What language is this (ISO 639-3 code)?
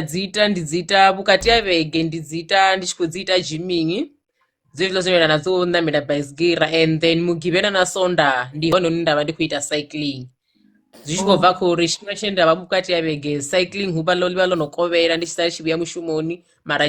ven